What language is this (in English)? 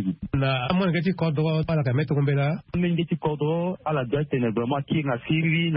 Sango